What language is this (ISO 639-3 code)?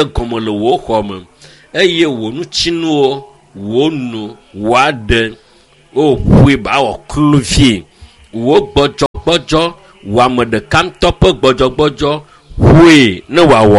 ewe